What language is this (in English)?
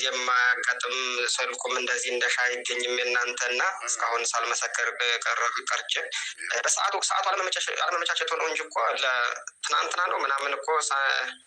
Amharic